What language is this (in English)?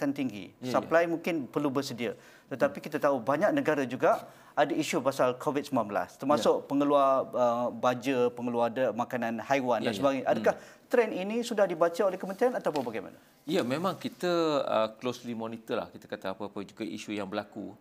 Malay